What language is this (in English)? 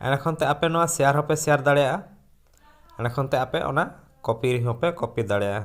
Santali